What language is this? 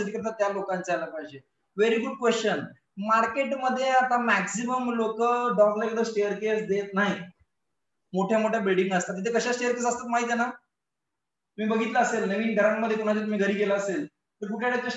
Marathi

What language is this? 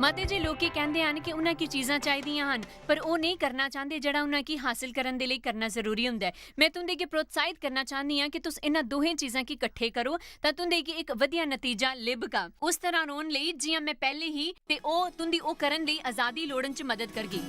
Dogri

